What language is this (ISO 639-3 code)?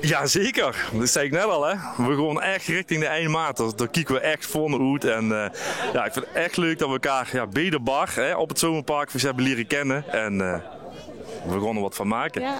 lim